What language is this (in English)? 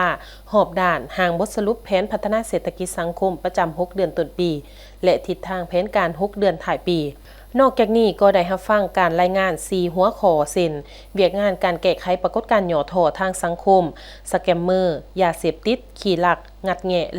Lao